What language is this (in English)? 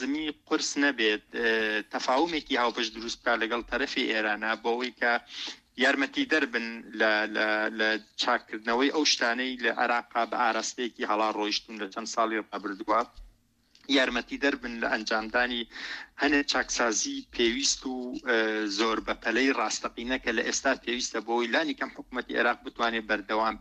Central Kurdish